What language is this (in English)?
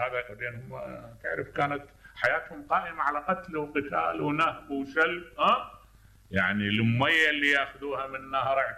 Mesopotamian Arabic